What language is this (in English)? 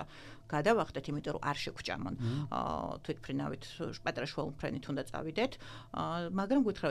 Georgian